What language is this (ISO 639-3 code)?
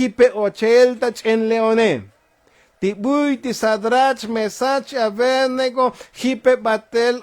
tzo